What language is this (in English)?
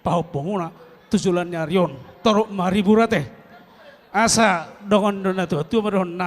Batak Toba